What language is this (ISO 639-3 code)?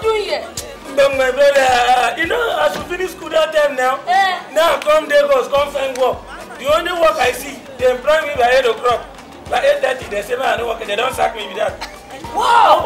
pcm